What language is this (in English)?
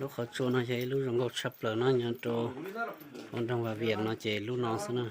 Hmong